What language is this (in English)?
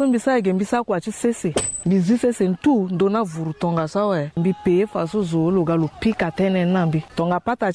Sango